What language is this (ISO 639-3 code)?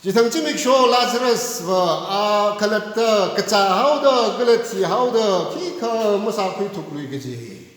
nmf